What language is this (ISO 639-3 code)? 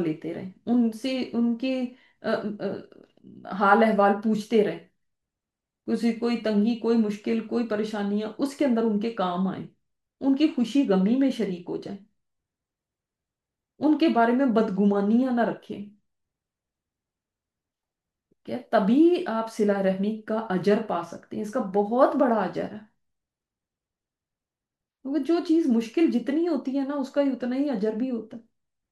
urd